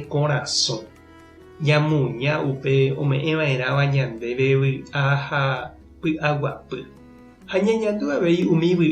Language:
Guarani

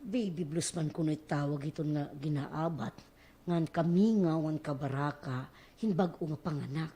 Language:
Waray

